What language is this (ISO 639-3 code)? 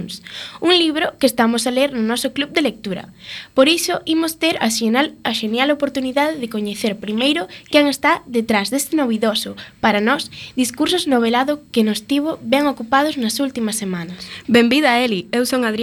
glg